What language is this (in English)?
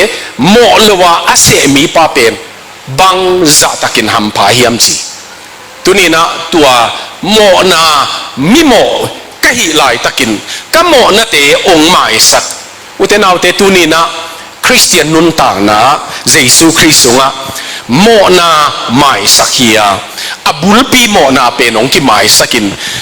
Tedim Chin